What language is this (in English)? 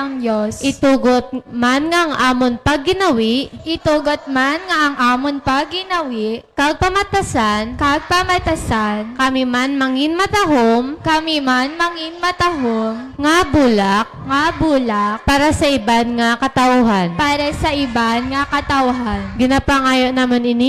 Hiligaynon